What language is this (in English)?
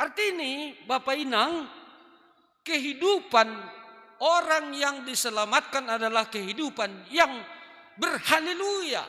Batak Simalungun